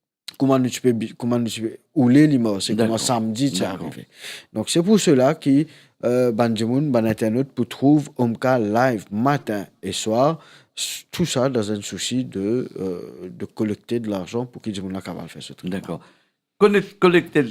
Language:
Morisyen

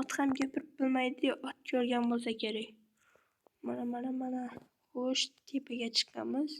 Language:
Uzbek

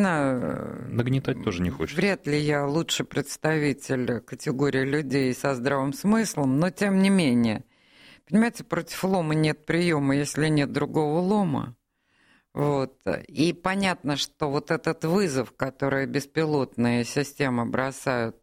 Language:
Russian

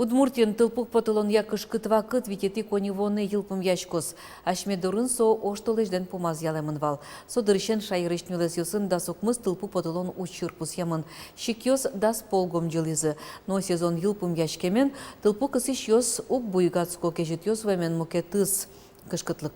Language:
Udmurt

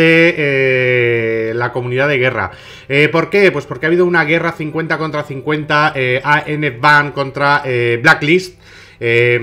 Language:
Spanish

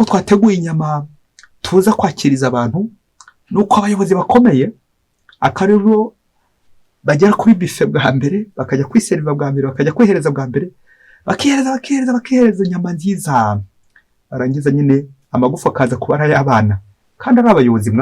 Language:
Kinyarwanda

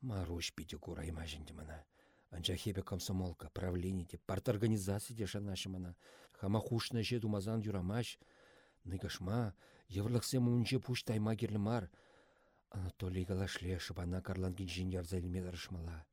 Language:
Chuvash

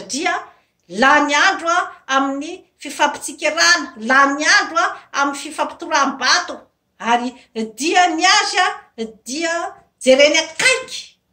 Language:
Malagasy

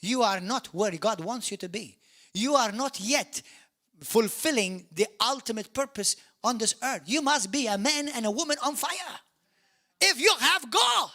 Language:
English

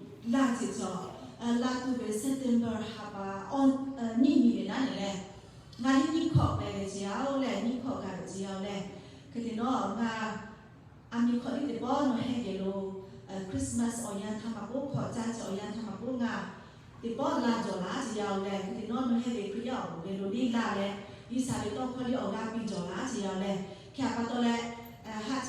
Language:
Lahu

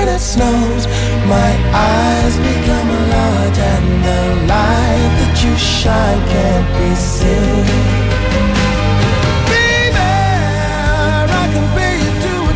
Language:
English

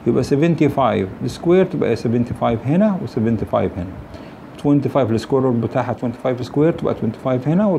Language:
Egyptian Arabic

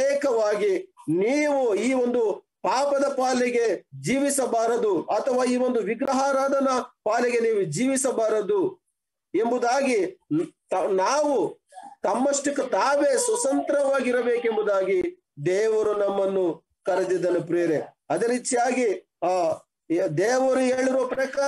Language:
Kannada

